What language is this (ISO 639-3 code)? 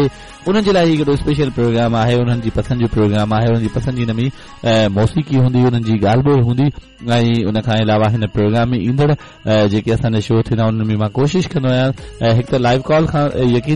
snd